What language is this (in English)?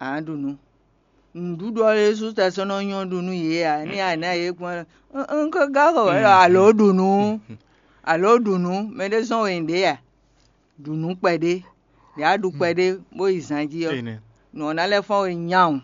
Fon